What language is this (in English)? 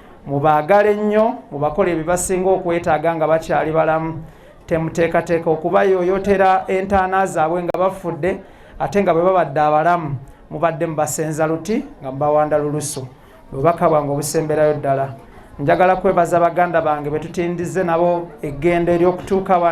Ganda